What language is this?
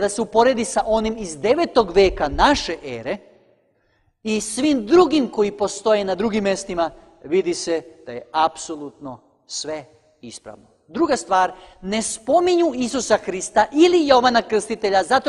Serbian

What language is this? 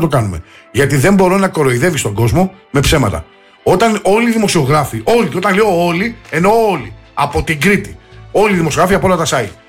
Greek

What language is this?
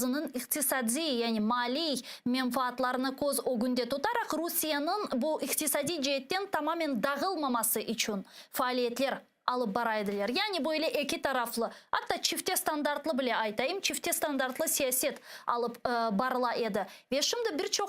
Crimean Tatar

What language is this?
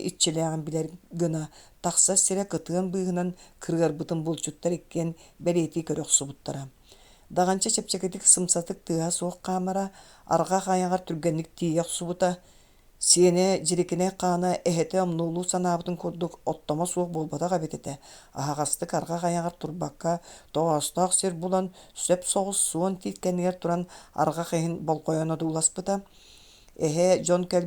Yakut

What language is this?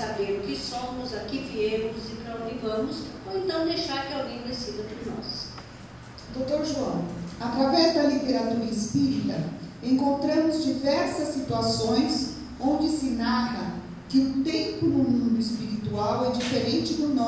Portuguese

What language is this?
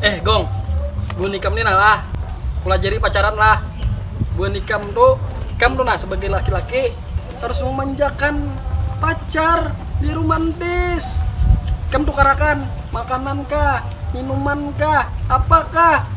Banjar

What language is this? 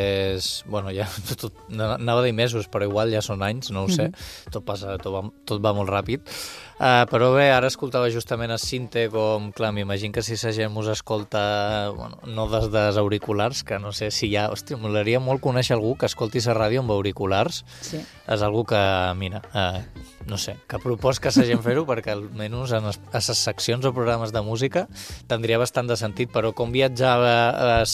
Catalan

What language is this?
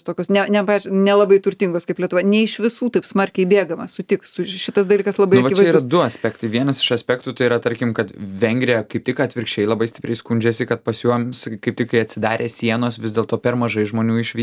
Lithuanian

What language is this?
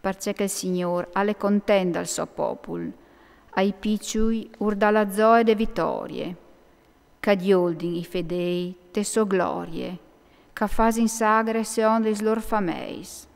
Friulian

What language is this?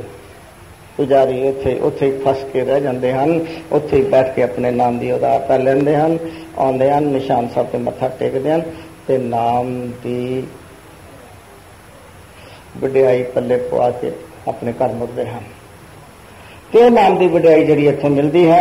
Punjabi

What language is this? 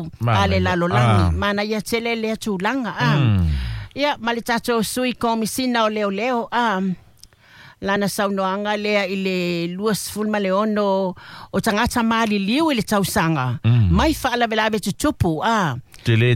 Samoan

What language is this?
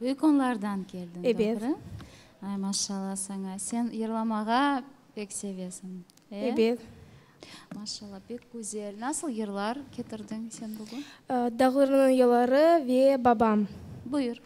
Crimean Tatar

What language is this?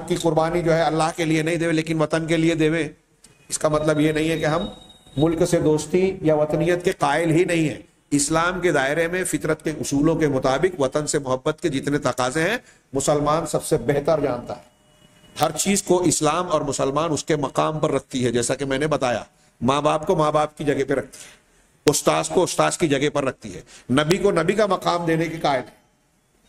Urdu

